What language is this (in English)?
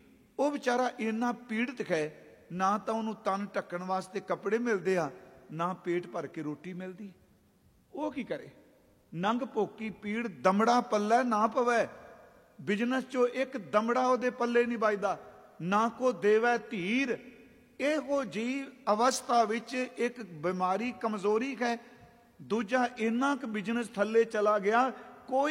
Punjabi